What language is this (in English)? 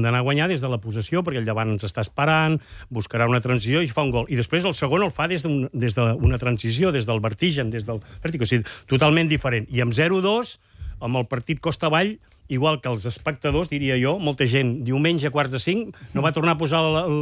Catalan